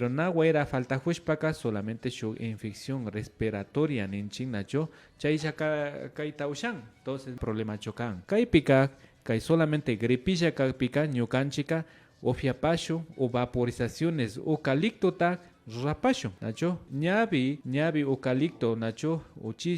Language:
Imbabura Highland Quichua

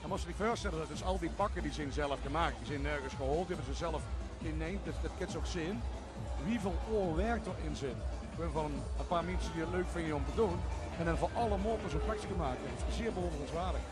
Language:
Limburgish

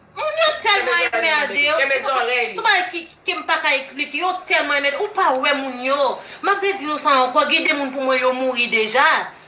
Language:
Haitian Creole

